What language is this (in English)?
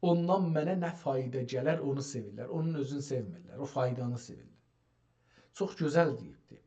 South Azerbaijani